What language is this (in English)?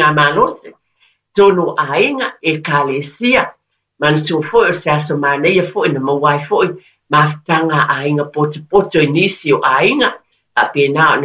Samoan